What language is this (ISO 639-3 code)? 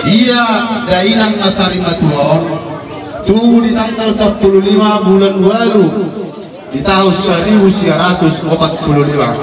bbc